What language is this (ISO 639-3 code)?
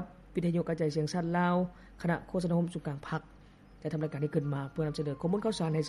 lao